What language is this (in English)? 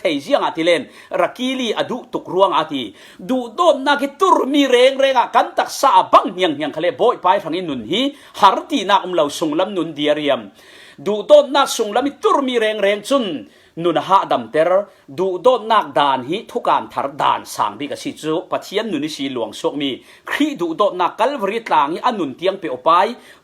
Falam Chin